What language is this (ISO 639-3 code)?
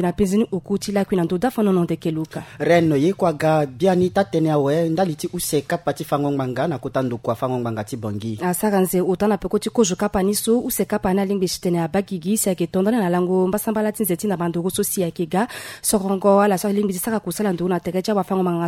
sag